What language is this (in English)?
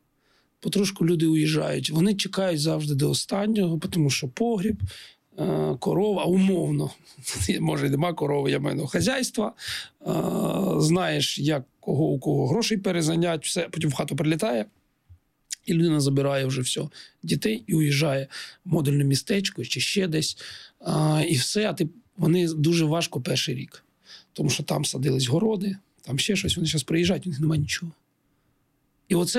Ukrainian